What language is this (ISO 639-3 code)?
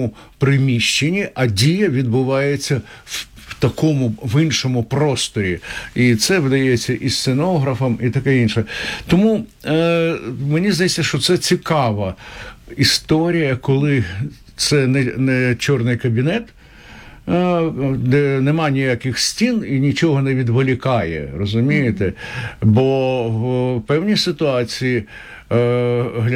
ukr